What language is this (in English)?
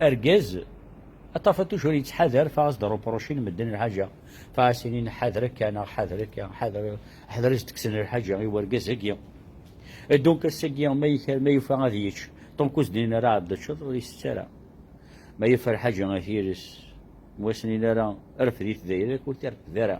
Kabyle